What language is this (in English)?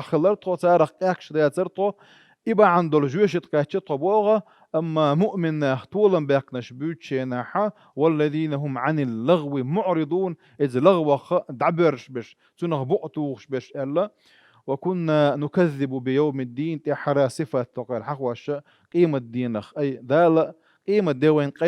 Chechen